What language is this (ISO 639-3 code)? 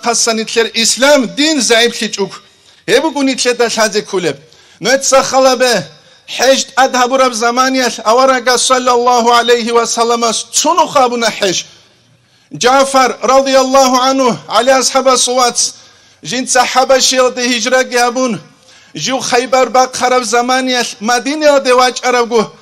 ava